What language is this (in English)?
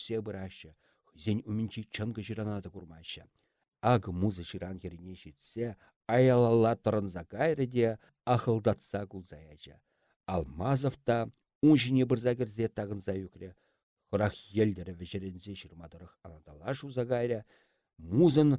Chuvash